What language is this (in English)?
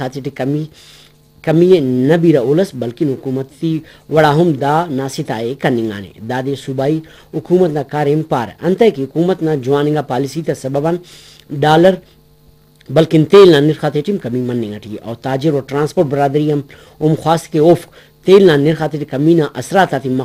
Brahui